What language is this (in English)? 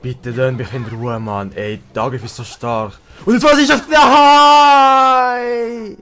Swiss German